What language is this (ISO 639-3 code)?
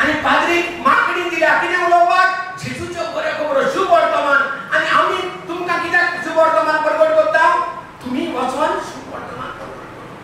kok